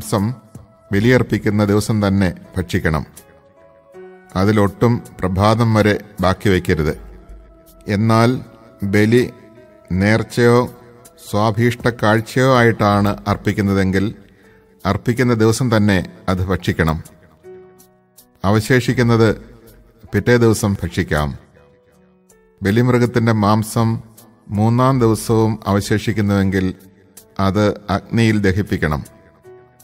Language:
Malayalam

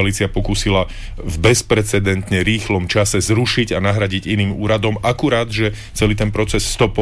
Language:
Slovak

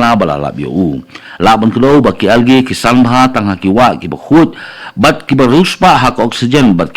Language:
Khasi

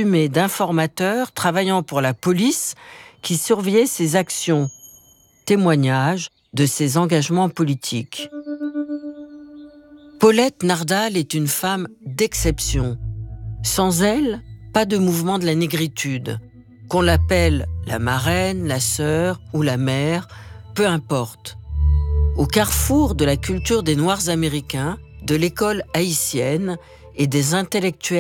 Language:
French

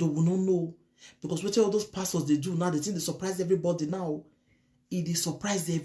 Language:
Nigerian Pidgin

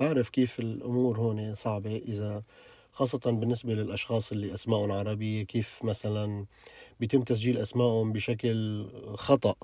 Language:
North Levantine Arabic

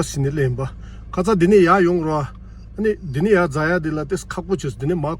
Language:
Tibetan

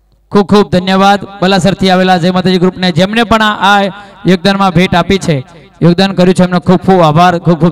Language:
Gujarati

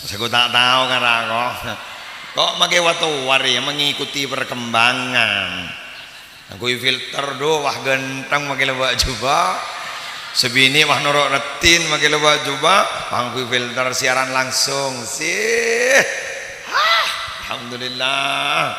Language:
Madurese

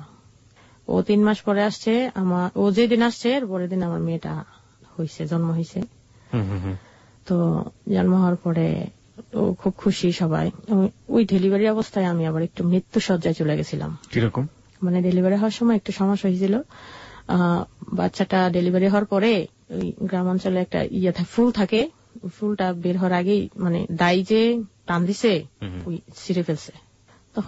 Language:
Bangla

